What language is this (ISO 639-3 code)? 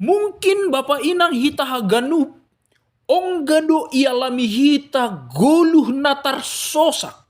bts